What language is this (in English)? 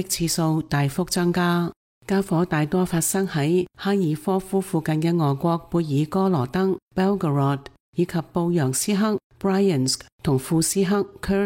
Cantonese